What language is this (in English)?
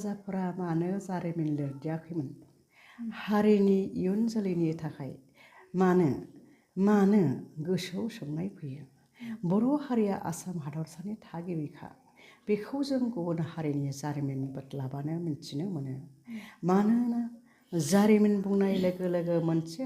Bodo